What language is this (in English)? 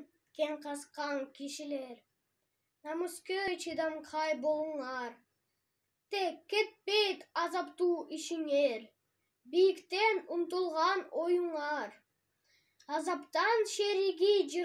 Kyrgyz